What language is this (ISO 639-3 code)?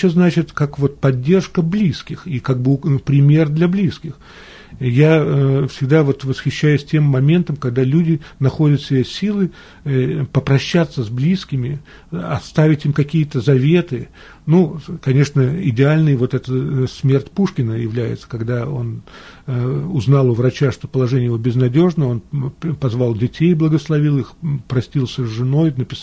rus